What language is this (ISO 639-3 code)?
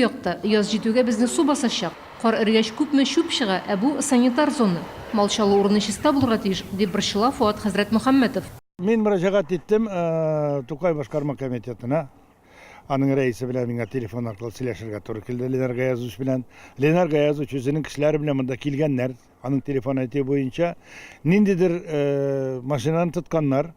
tat